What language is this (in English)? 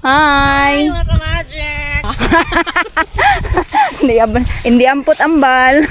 Cebuano